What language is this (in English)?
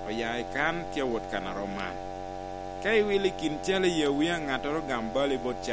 Lango (Uganda)